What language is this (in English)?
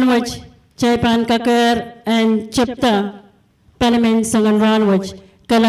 Pohnpeian